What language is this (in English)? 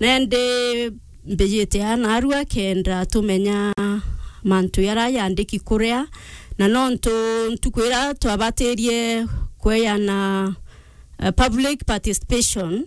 Meru